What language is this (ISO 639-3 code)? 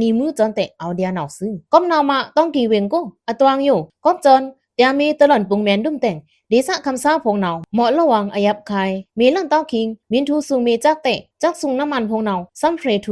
blk